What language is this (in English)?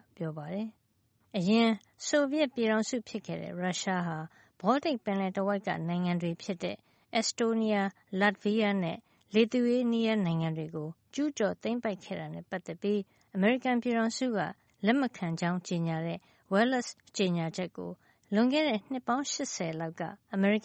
Burmese